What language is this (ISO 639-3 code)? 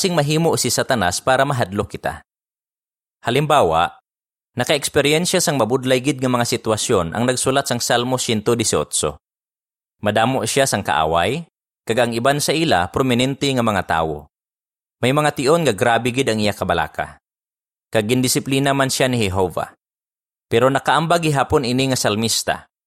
hil